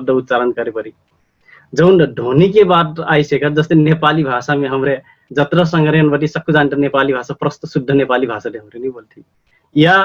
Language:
Dangaura Tharu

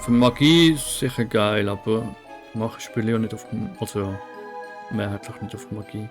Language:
Swiss German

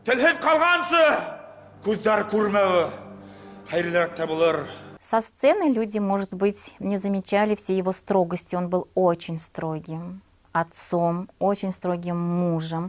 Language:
Bashkir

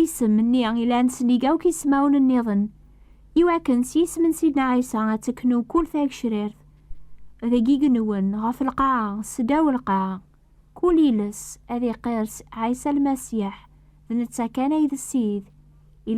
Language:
Kabyle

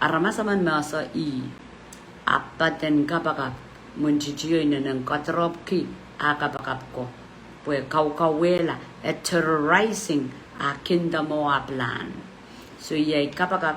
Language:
Pohnpeian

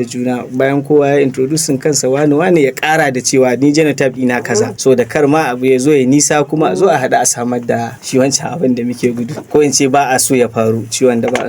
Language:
Hausa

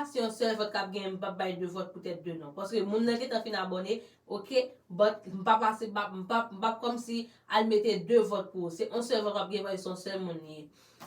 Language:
Haitian Creole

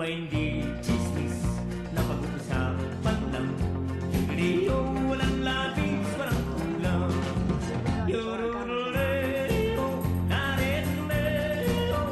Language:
Bikol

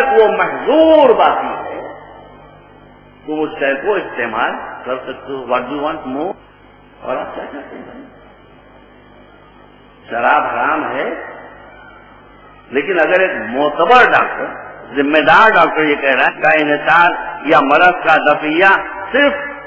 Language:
Urdu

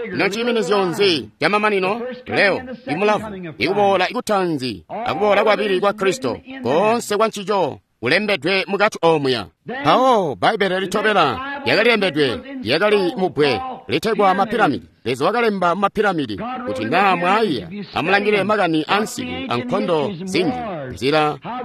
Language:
Tonga (Zambia)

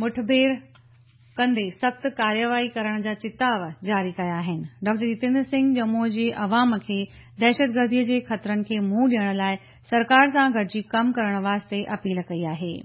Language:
Sindhi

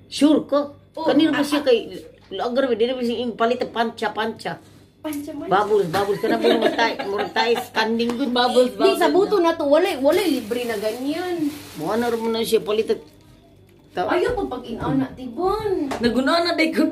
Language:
Cebuano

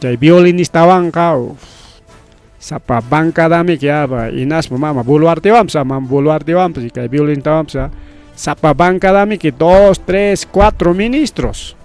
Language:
Ayacucho Quechua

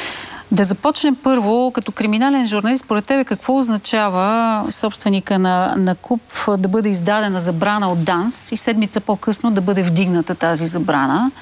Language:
Bulgarian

